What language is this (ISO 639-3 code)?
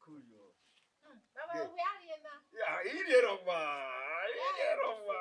bin